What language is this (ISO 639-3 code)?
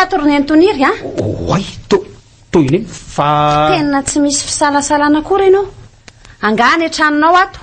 mlg